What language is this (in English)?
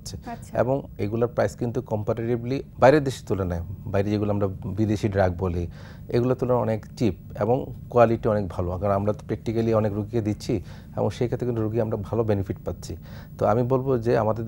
Bangla